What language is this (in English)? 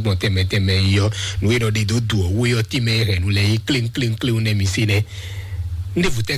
Fon